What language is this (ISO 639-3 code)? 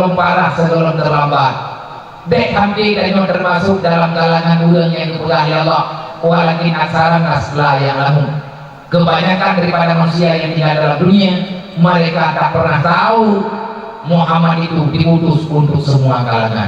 ace